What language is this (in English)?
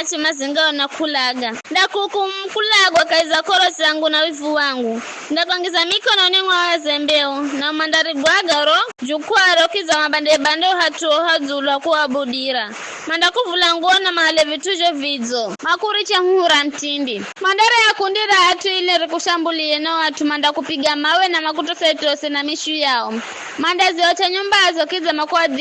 Giryama